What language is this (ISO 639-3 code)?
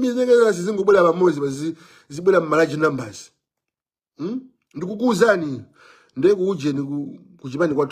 nya